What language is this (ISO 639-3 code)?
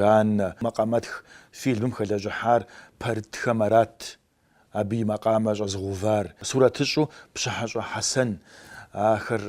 kbd